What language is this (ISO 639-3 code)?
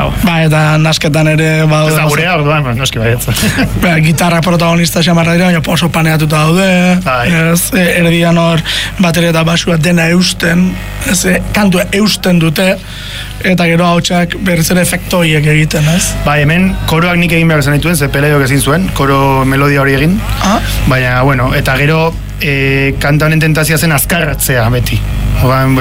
eus